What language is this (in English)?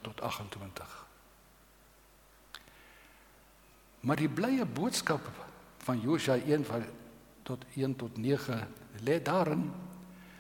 Afrikaans